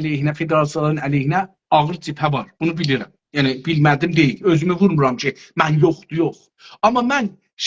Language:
South Azerbaijani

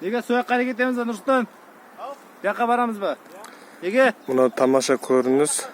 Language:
Kazakh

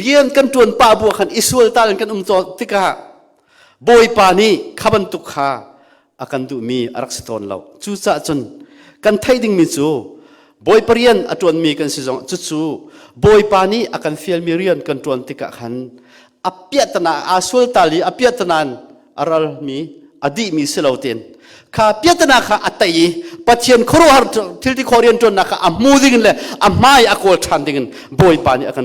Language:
Hakha Chin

